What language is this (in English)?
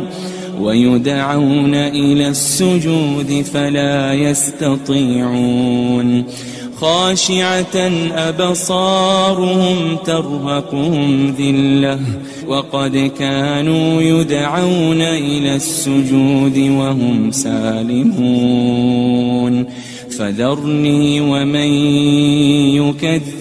Arabic